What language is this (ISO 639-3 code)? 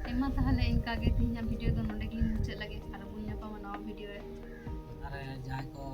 sat